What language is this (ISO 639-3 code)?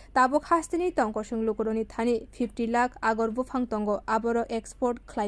trp